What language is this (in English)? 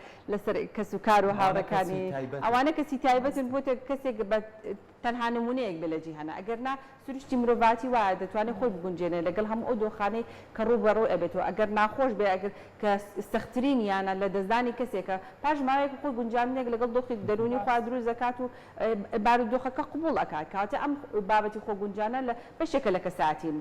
Central Kurdish